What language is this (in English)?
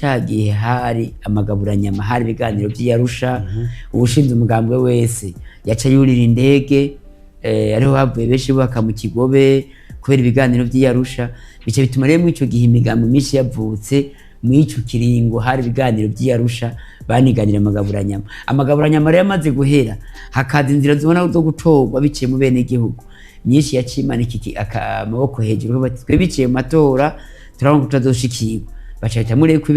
Rundi